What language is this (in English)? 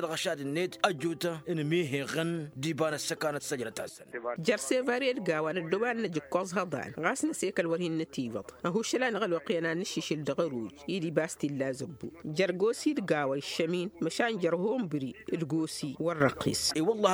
Tamasheq